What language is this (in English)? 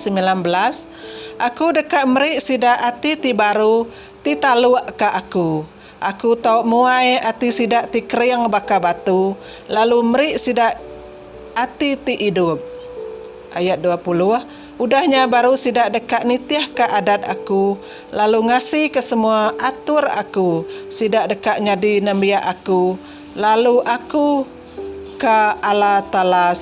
Iban